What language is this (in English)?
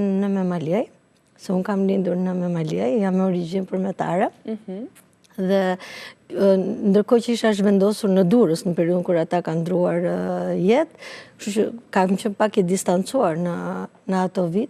Albanian